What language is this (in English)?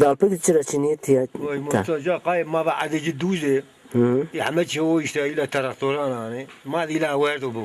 Zaza